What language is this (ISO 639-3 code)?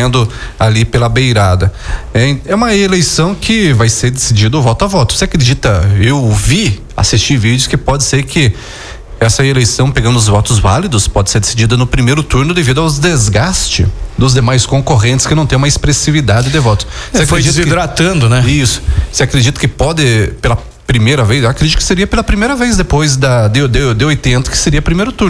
por